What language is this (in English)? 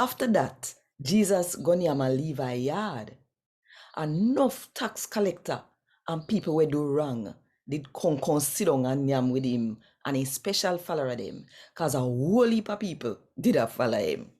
Jamaican Creole English